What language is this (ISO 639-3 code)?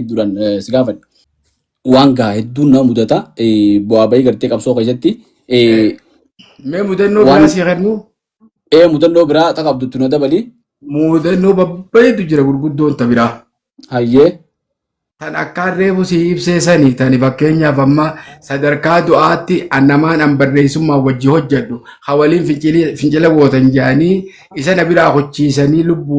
orm